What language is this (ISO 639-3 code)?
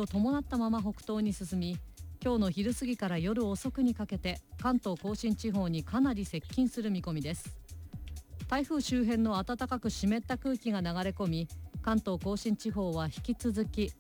jpn